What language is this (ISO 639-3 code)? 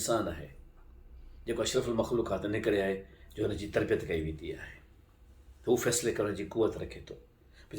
snd